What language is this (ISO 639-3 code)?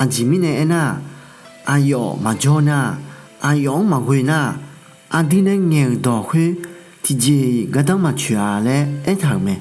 ahk